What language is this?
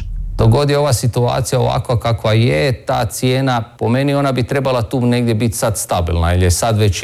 Croatian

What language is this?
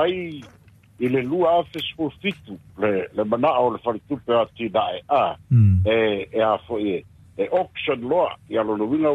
Samoan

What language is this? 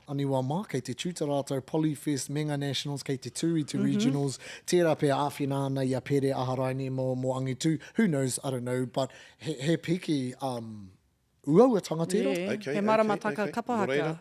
Māori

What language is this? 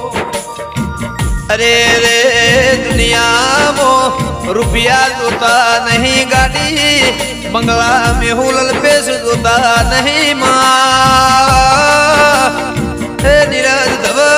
Gujarati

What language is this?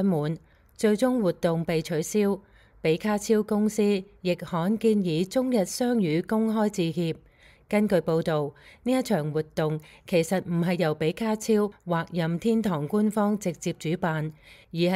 Cantonese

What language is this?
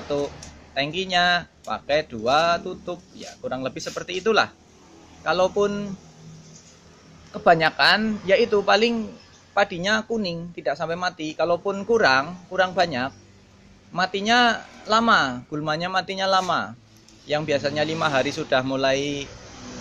Indonesian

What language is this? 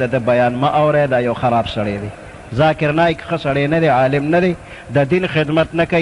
Pashto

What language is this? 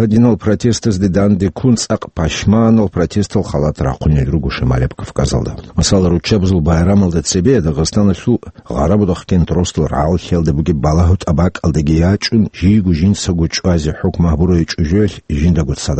Avaric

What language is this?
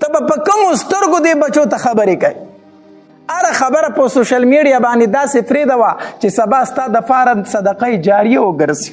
Pashto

